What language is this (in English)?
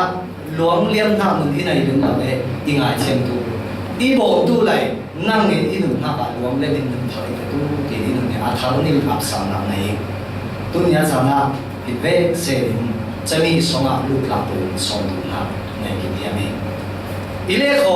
Falam Chin